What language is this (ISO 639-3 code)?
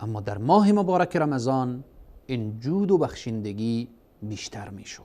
fas